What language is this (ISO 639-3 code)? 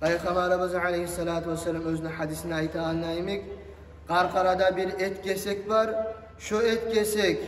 kum